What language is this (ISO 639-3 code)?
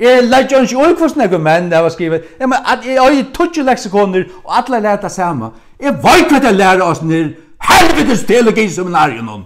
fao